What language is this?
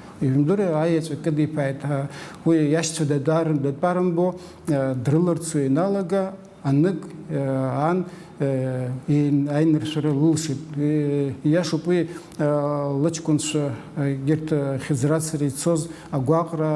Abkhazian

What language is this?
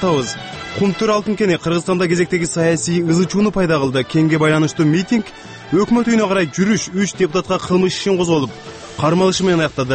Kyrgyz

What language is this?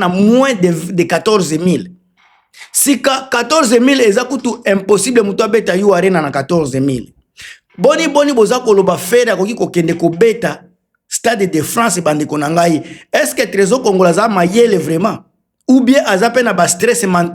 Lingala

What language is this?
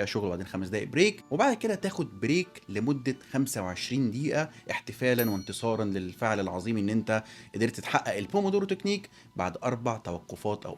Egyptian Arabic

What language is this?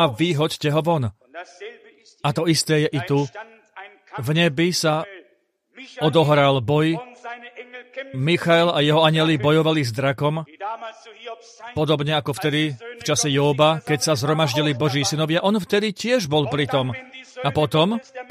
Slovak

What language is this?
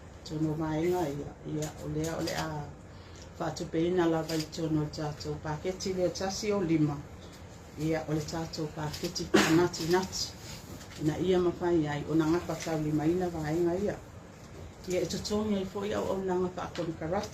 Samoan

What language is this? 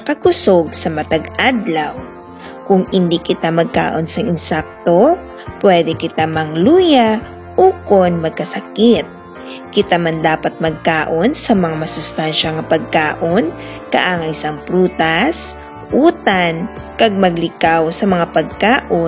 Hiligaynon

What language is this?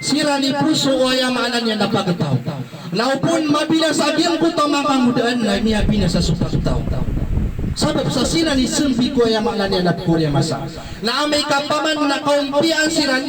Maranao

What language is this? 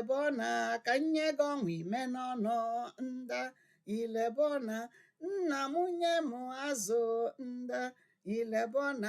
Igbo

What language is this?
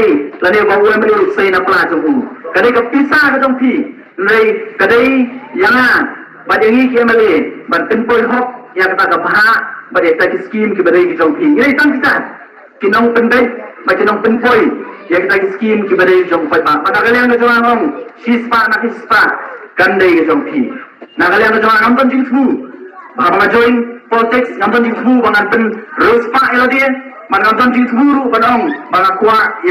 Khasi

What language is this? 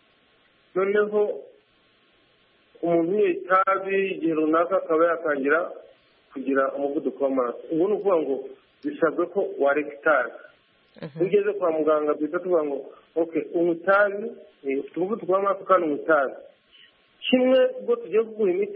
Kinyarwanda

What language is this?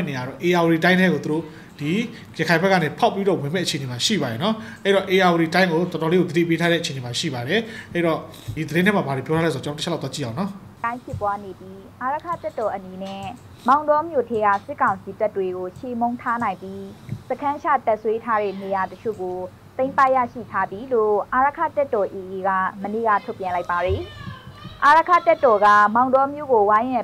Burmese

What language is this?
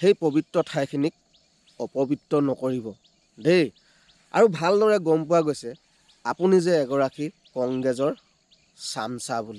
Assamese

